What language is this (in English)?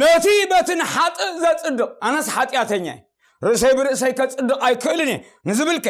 Tigrinya